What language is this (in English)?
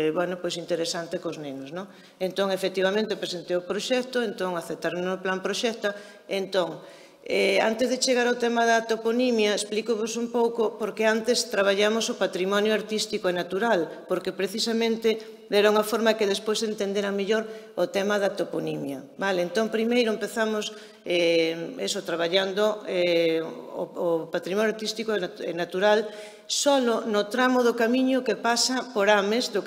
Galician